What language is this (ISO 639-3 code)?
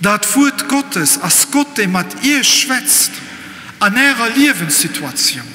ltz